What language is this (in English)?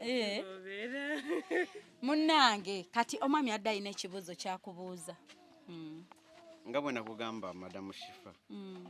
Ganda